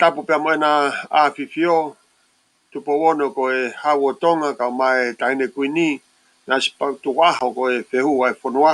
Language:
Tongan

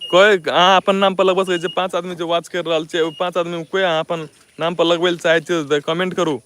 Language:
Maithili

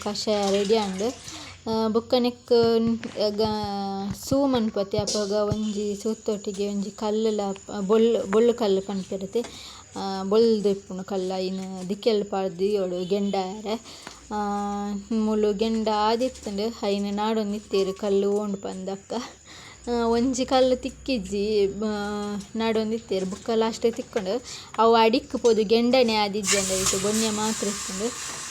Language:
Tulu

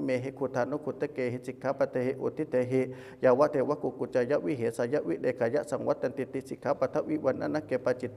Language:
Pali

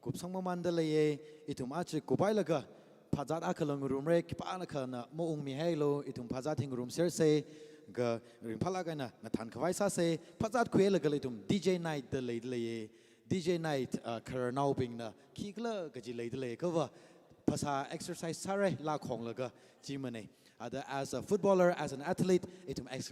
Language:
Tangkhul Naga (India)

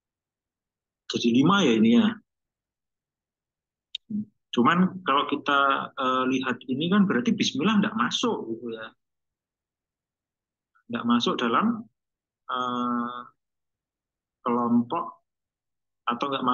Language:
Indonesian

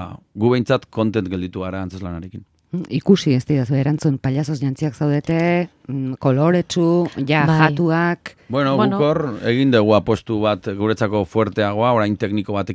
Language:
Basque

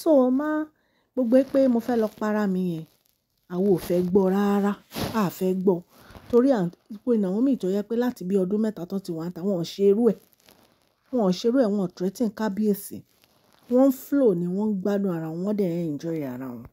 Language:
Yoruba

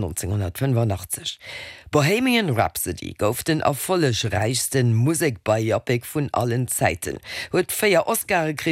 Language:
Luxembourgish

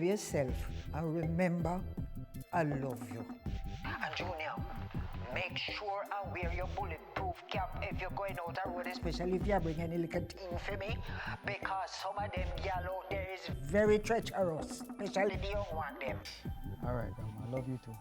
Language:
Jamaican Creole English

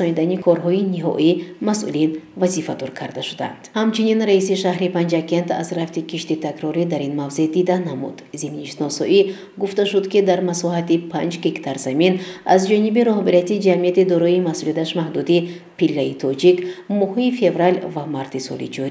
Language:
Tajik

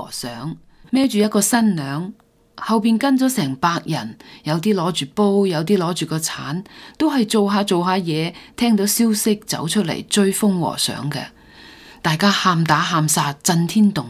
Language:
Cantonese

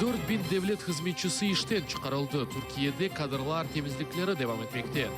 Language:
Crimean Tatar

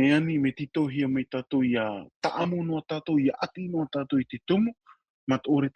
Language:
Tahitian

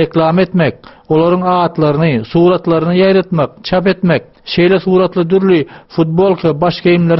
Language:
Turkmen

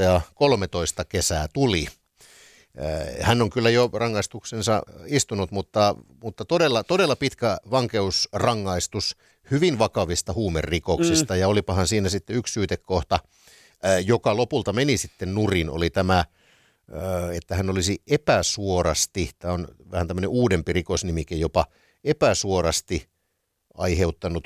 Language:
Finnish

